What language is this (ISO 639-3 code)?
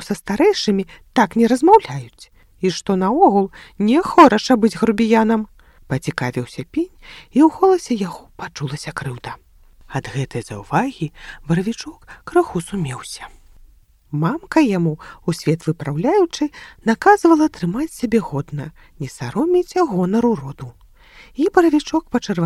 bel